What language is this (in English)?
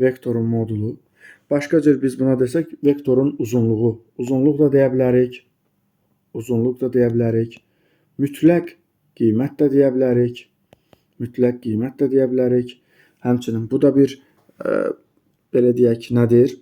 Azerbaijani